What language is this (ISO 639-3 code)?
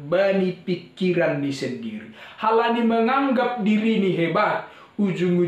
bts